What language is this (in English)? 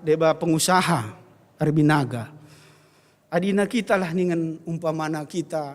Batak Karo